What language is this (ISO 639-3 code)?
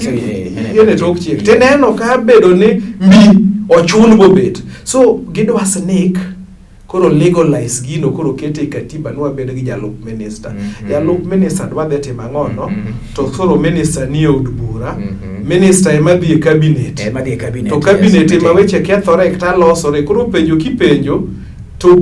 luo